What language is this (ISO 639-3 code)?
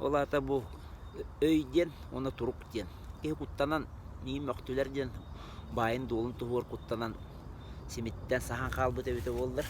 sah